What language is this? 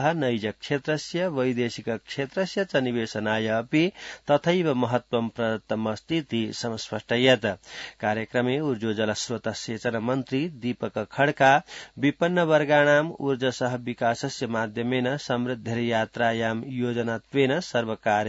Sanskrit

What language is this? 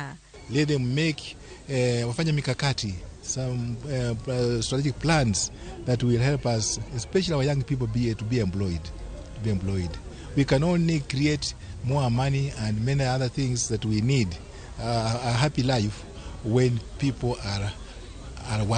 Luo (Kenya and Tanzania)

